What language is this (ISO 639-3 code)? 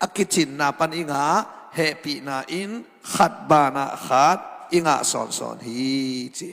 ctd